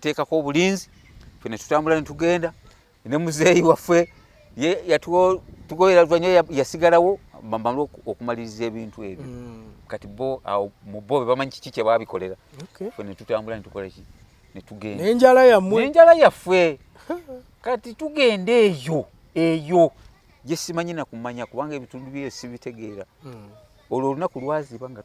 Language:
Ganda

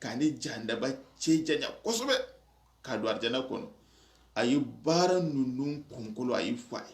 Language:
Soninke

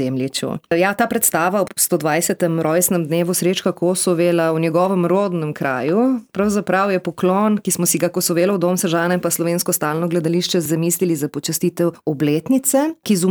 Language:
Slovenian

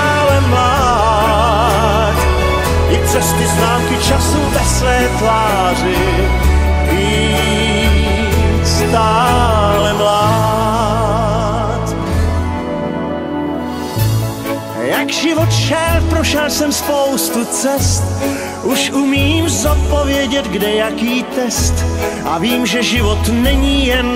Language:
Czech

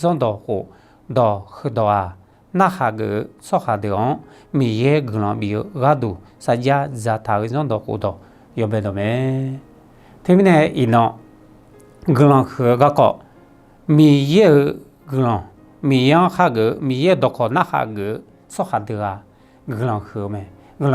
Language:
Akha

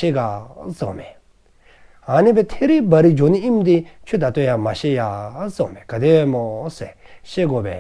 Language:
Dzongkha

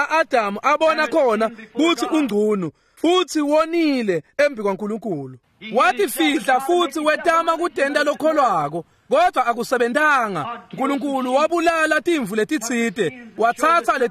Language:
Swati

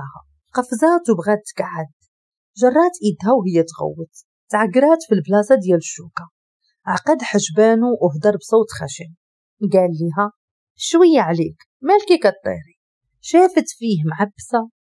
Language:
Moroccan Arabic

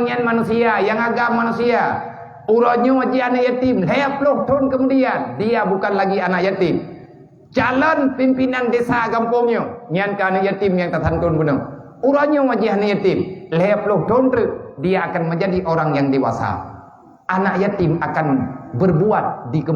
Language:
Achinese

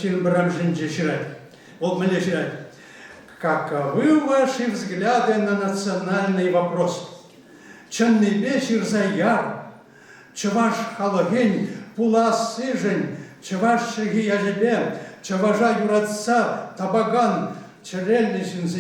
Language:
Chuvash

